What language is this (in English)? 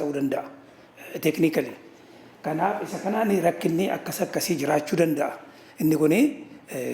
Oromo